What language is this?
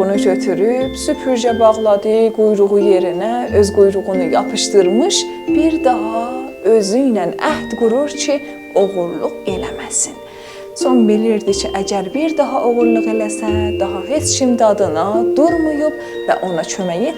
South Azerbaijani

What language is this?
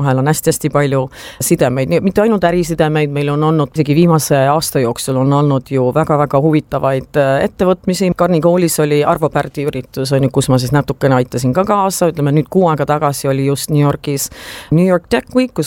Estonian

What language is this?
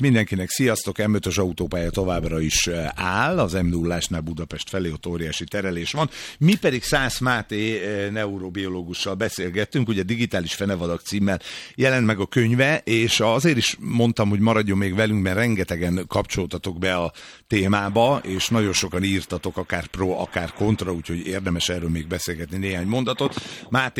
Hungarian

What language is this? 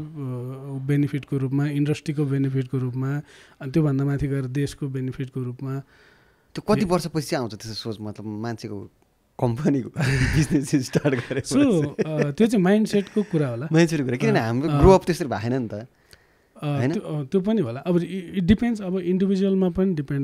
Nepali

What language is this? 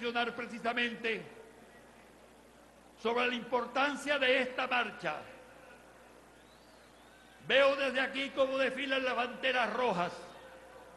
Spanish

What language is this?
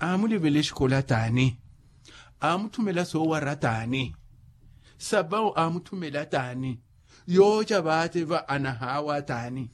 Makhuwa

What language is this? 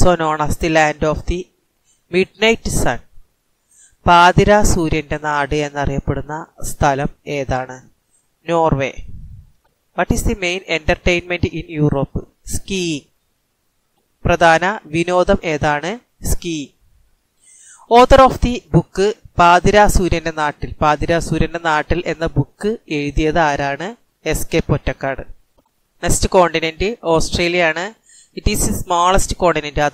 Malayalam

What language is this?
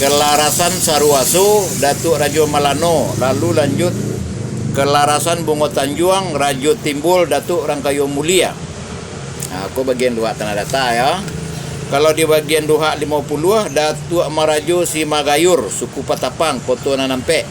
Minangkabau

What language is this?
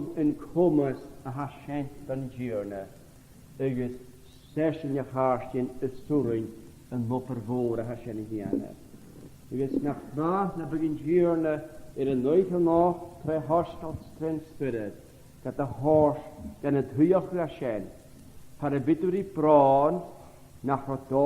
Scottish Gaelic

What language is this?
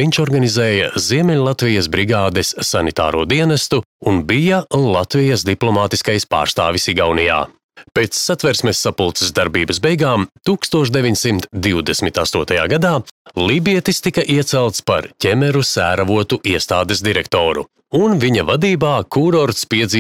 Latvian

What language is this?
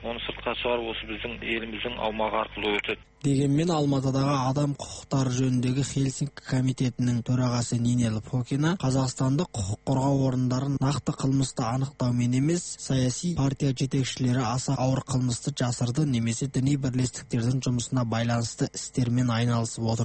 Kazakh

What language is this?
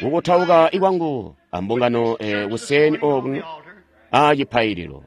Tonga (Zambia)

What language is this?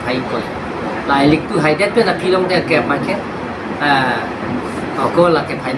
Karbi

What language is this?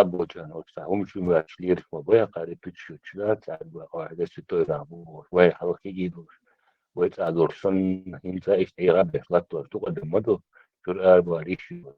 Chechen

